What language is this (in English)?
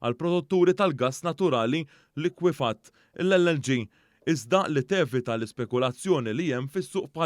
Maltese